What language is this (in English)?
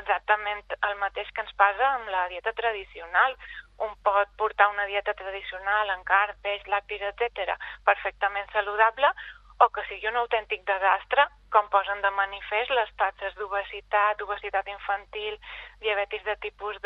Catalan